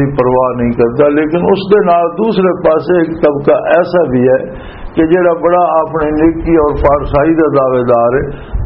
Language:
Western Panjabi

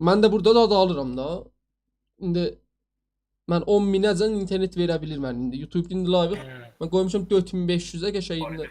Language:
South Azerbaijani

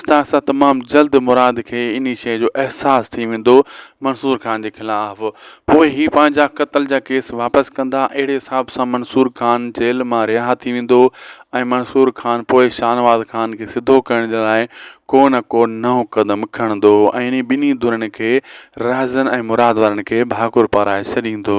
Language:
Sindhi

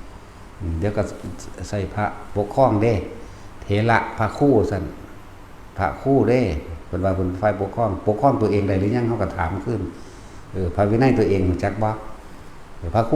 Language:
Northeastern Thai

